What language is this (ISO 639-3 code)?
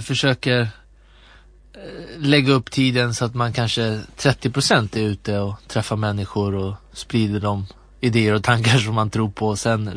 swe